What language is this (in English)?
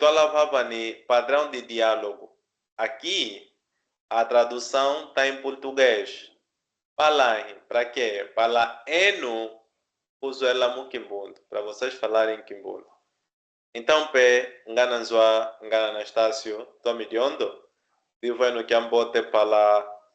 Kimbundu